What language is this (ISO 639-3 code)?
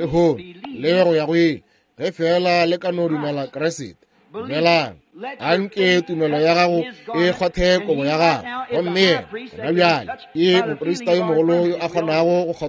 nso